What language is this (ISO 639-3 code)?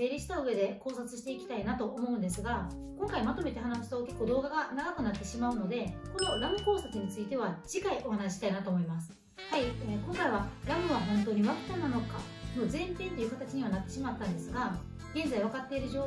jpn